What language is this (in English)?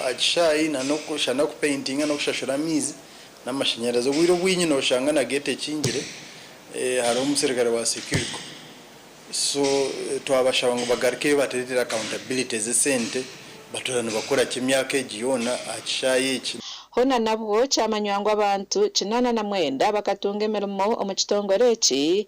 Nyankole